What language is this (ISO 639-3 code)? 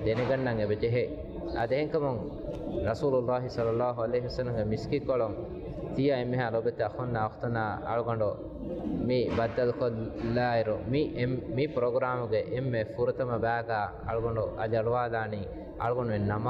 div